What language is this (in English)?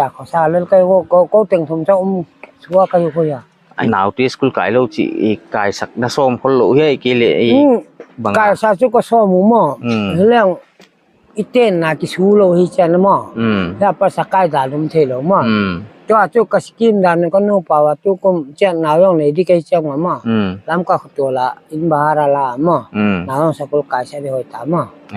Paite Chin